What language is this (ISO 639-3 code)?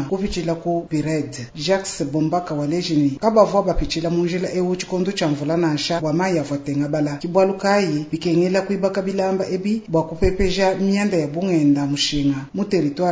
lua